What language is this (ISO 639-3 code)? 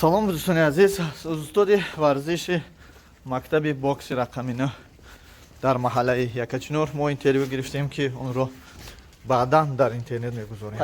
tgk